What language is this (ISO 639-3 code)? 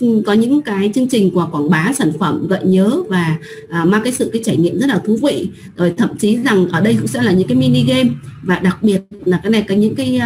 vie